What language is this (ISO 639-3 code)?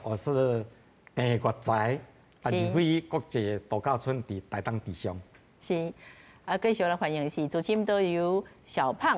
nan